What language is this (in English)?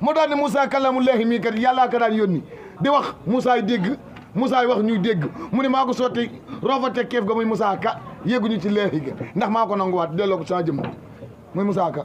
Wolof